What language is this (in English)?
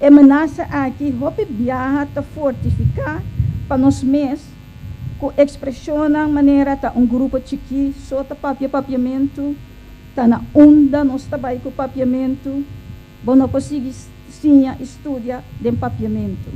Papiamento